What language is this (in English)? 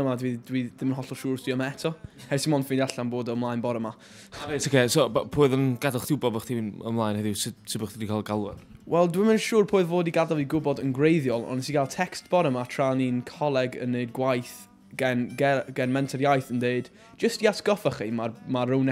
Welsh